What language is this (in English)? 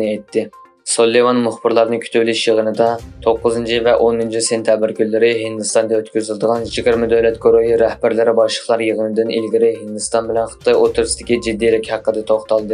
Uyghur